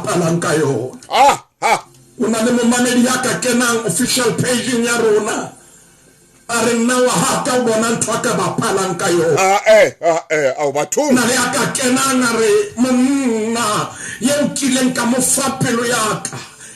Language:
Southern Sotho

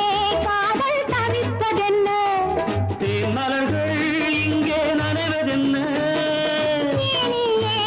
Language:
Tamil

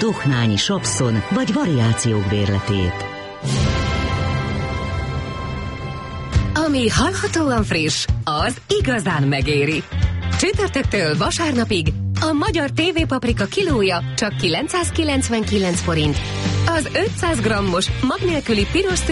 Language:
Hungarian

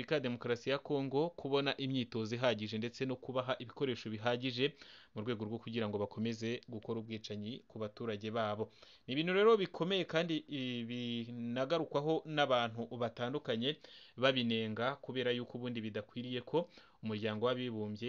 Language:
Kinyarwanda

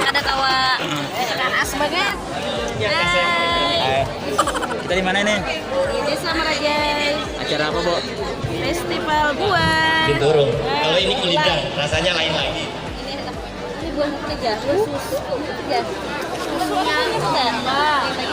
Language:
Banjar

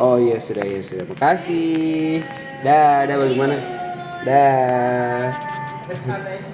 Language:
Ambonese Malay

